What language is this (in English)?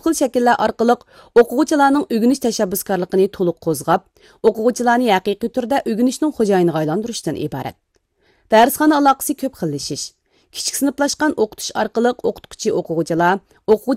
Uyghur